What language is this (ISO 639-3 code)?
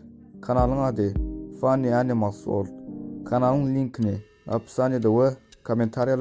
tuk